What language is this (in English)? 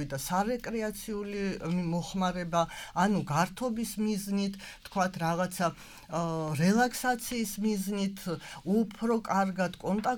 Georgian